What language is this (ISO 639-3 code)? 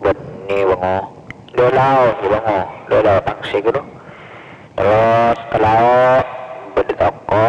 mad